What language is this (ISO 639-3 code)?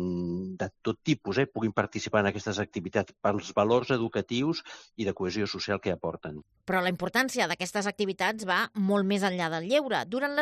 cat